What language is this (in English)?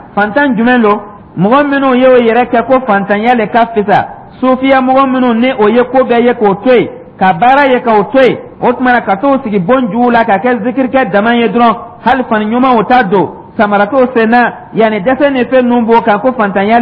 Dyula